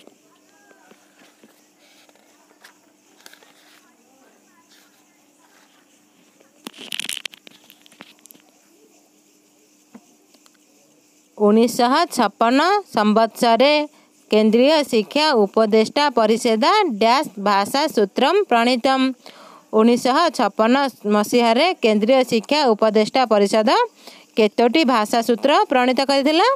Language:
Odia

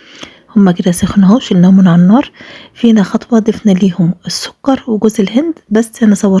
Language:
Egyptian Arabic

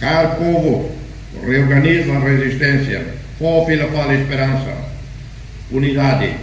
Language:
Tetum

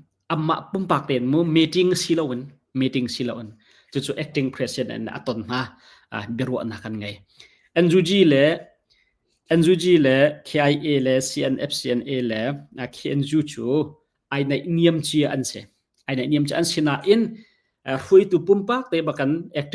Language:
Hakha Chin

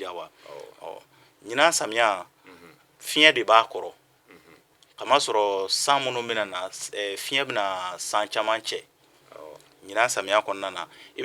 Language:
Bambara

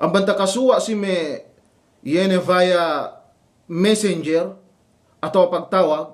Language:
Yakan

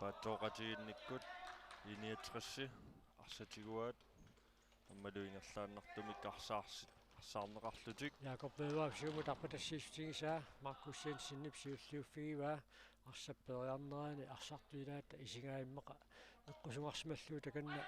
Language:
Kalaallisut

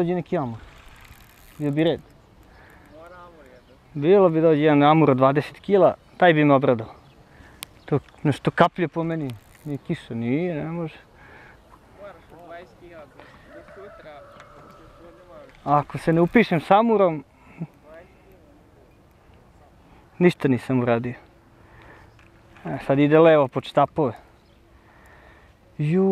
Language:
Serbian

